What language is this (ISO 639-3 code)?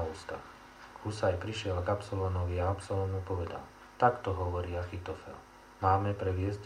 slk